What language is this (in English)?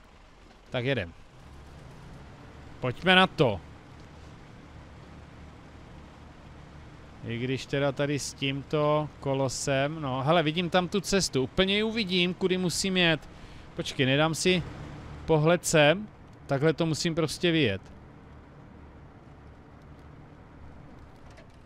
Czech